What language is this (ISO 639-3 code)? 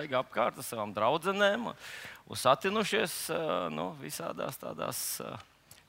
lav